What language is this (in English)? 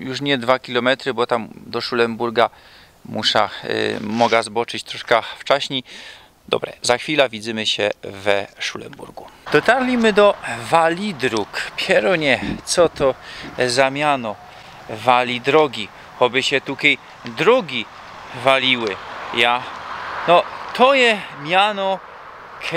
Silesian